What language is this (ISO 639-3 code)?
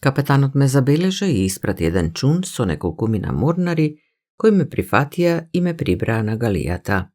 mkd